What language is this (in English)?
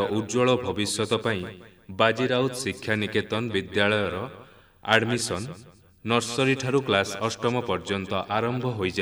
Odia